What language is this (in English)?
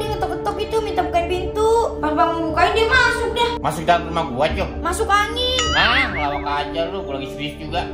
Betawi